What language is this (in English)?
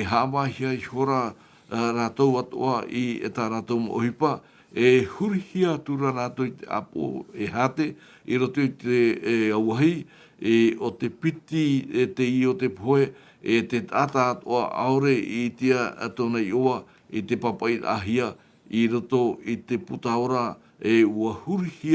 Tahitian